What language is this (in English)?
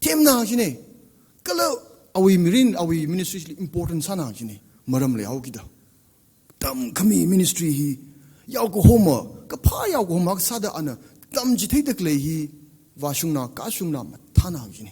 Tangkhul Naga (India)